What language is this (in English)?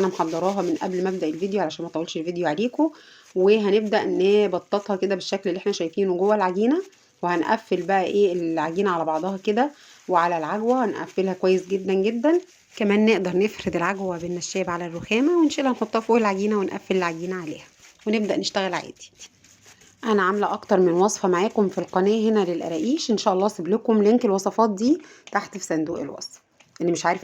Egyptian Arabic